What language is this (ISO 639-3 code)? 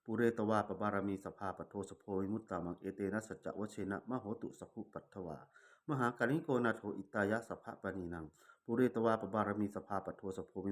pli